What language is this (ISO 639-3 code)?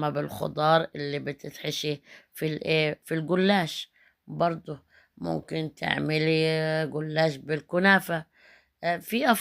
arz